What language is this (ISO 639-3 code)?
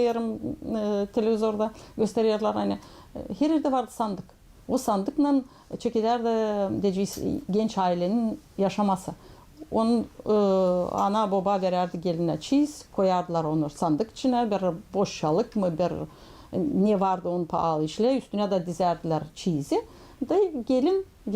gag